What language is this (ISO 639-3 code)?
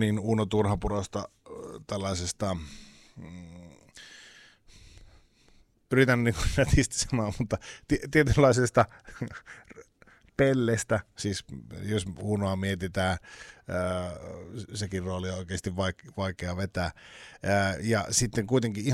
fin